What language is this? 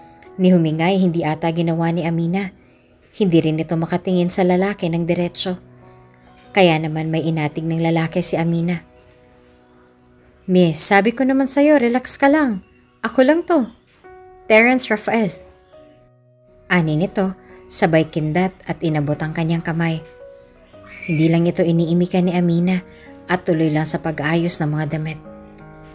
Filipino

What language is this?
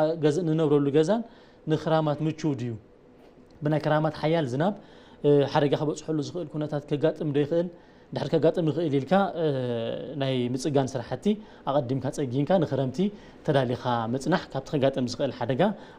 Tigrinya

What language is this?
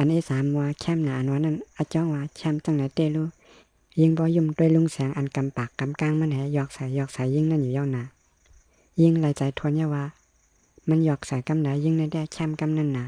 Shan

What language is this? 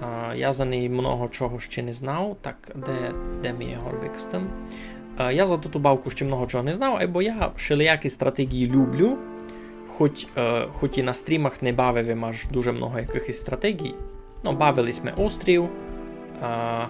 Rusyn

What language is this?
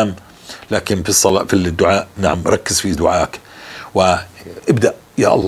North Levantine Arabic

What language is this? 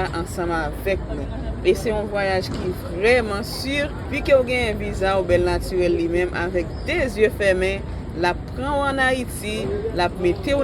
Haitian Creole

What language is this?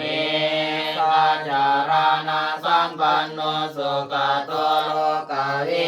Pali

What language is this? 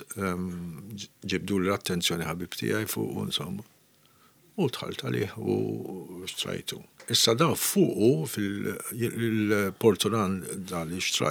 Maltese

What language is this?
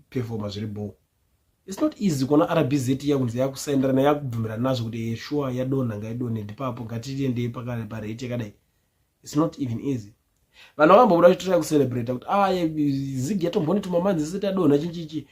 Shona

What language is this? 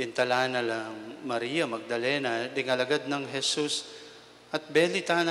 Pampanga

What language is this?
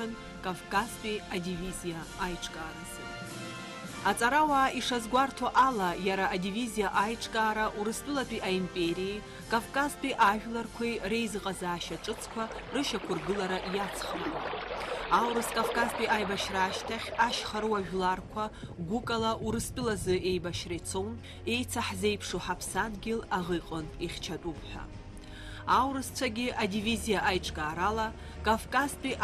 Abkhazian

